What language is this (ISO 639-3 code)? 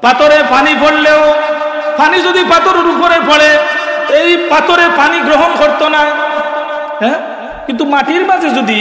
syl